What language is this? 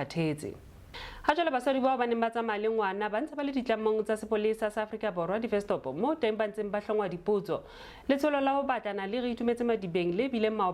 Southern Sotho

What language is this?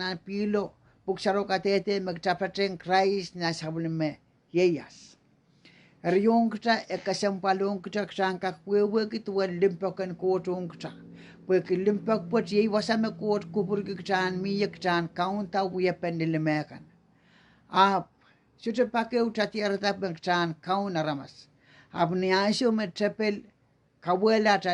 Pohnpeian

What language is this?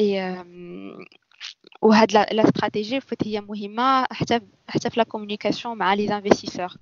Moroccan Arabic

